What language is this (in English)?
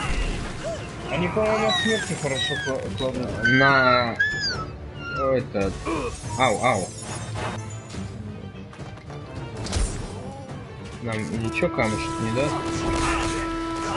Russian